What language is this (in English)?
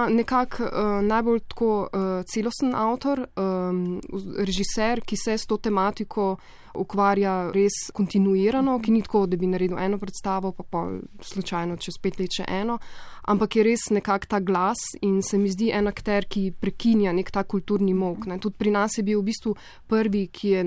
Slovenian